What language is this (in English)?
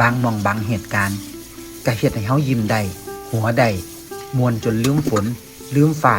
Northeastern Thai